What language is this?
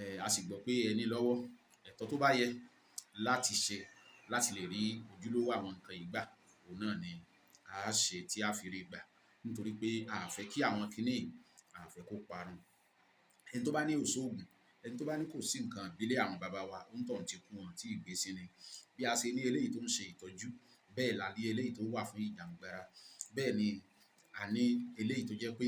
Yoruba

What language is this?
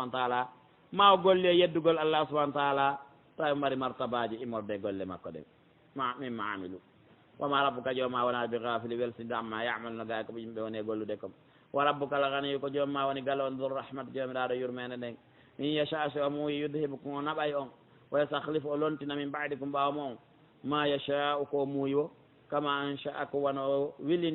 Fula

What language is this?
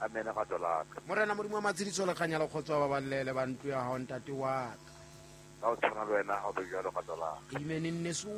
Southern Sotho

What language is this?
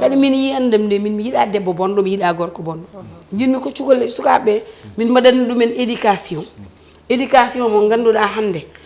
Fula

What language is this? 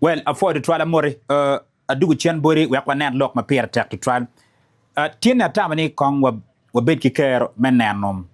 Acoli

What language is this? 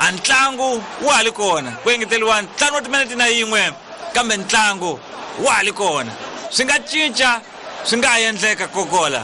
Tsonga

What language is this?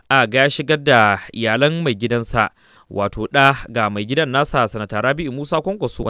Hausa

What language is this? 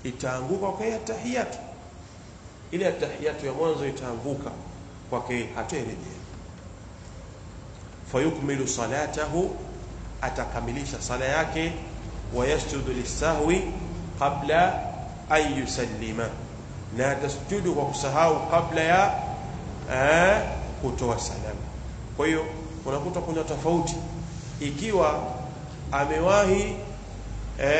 Swahili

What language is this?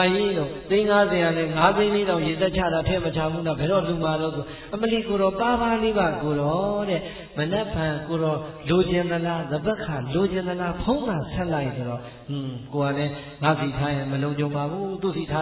Burmese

